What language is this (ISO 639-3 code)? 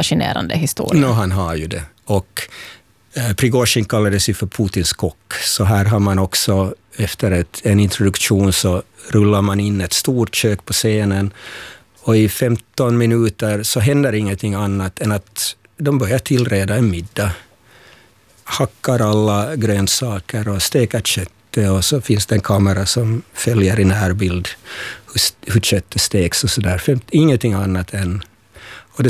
swe